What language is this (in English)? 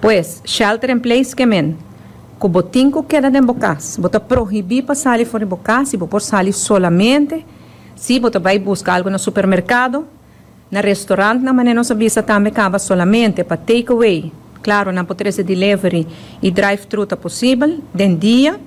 Papiamento